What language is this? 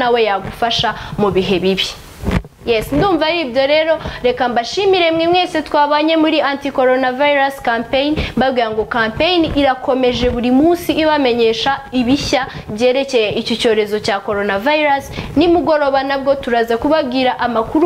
Kinyarwanda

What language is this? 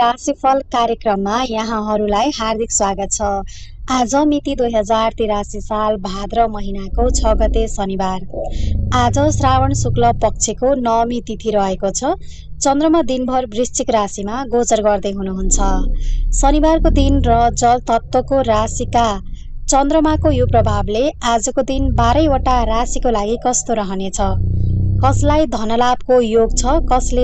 Nepali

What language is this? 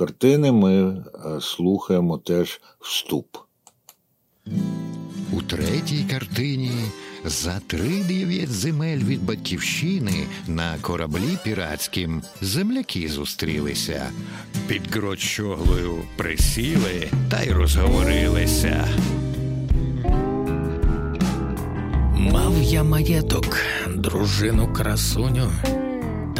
Ukrainian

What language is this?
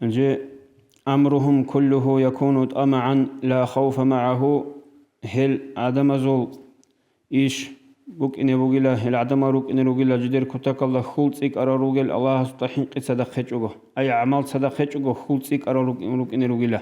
Avaric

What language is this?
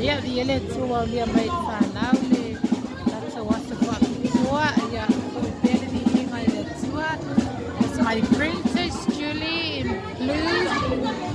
Samoan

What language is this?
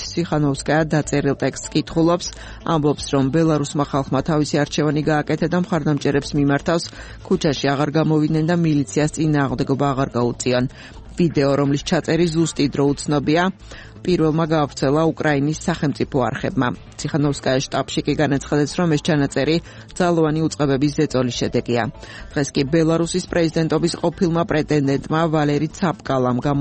Georgian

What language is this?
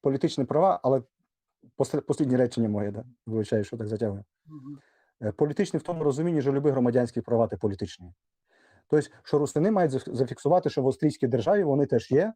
Rusyn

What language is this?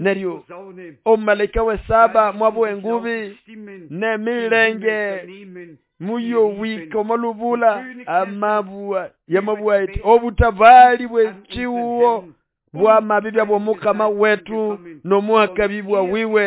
Nande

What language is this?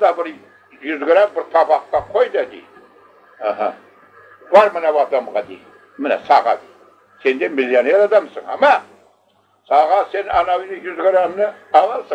Crimean Tatar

